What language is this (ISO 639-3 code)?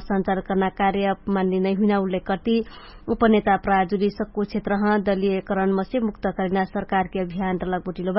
thl